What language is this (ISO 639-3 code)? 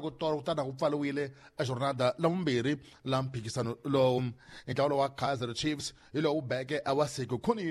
tso